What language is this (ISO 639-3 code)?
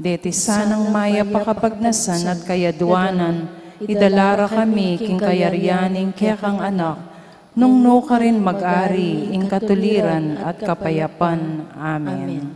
pam